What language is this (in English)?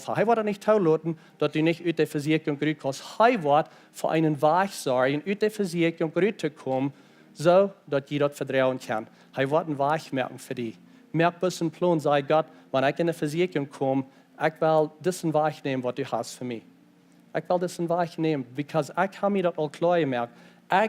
Plautdietsch